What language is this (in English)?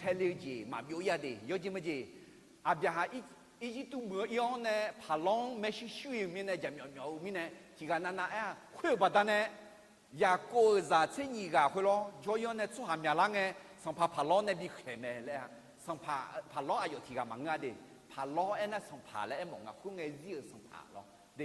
Akha